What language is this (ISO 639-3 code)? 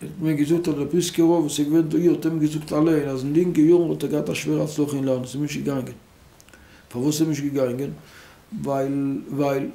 yid